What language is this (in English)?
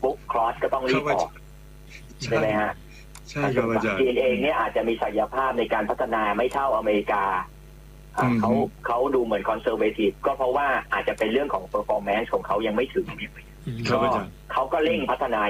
Thai